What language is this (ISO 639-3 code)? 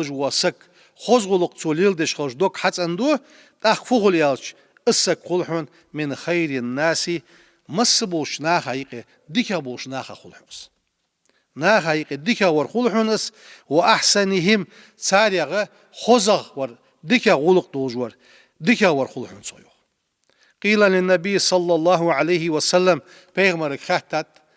inh